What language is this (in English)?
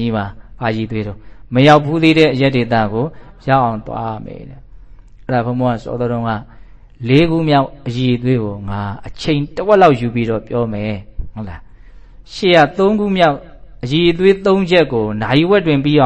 Burmese